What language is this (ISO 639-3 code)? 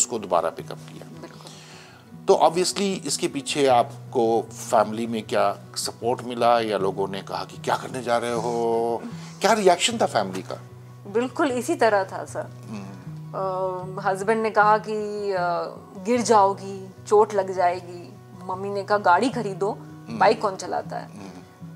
hin